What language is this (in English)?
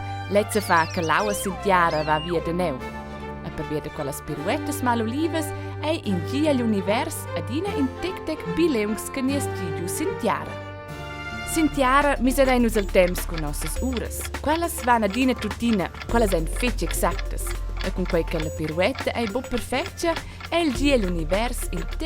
Romansh